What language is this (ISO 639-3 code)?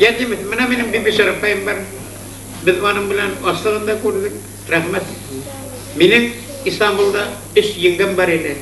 bak